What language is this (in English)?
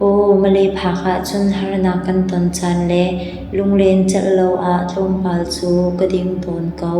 Hakha Chin